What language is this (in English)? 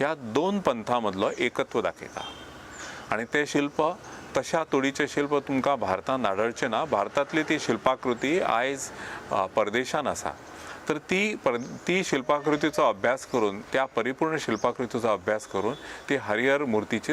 Konkani